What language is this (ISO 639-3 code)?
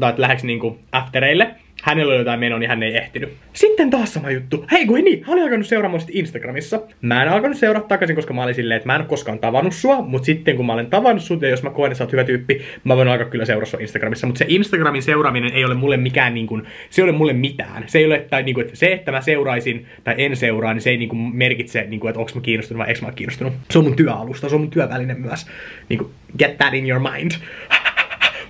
fin